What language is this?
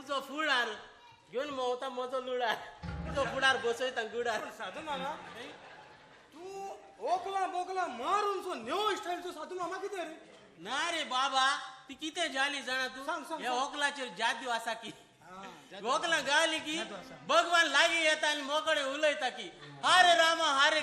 Konkani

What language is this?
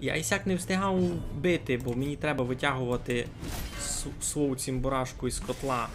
Rusyn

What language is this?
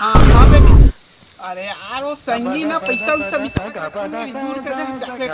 Chhattisgarhi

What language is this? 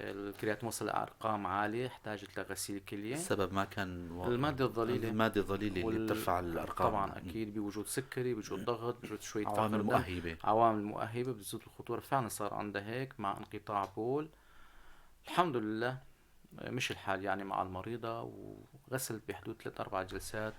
North Levantine Arabic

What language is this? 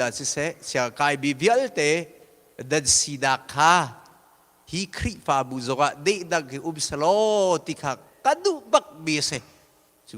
Hakha Chin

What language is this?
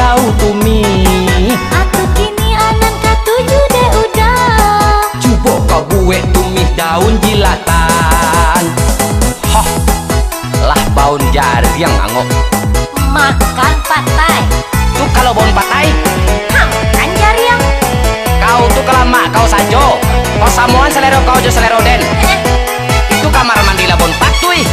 Minangkabau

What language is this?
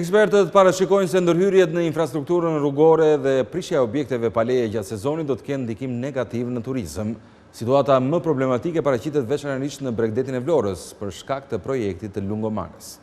Albanian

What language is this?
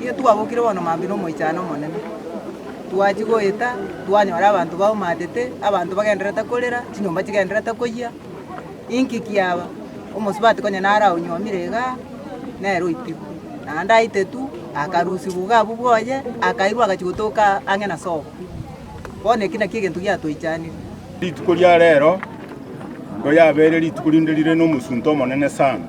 Gusii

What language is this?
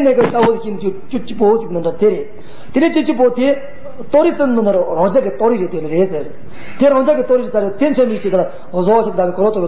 Tibetan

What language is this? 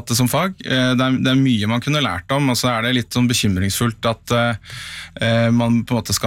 Norwegian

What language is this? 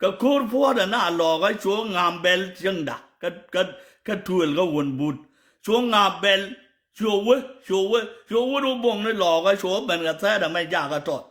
Nuer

